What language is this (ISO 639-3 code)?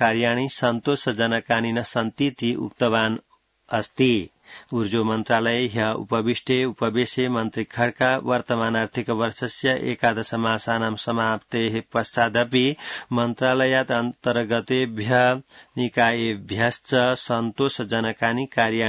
san